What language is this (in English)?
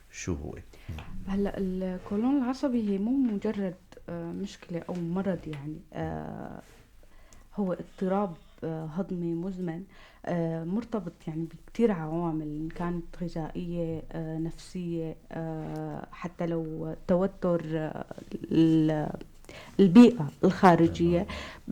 North Levantine Arabic